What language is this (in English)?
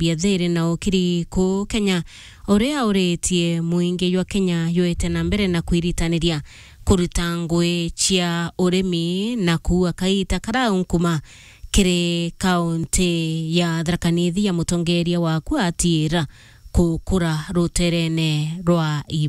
Meru